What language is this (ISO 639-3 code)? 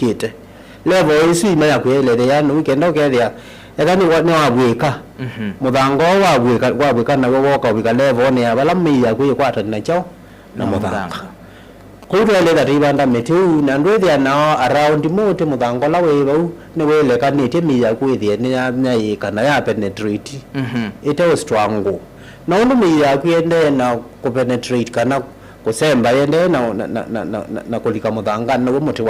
kam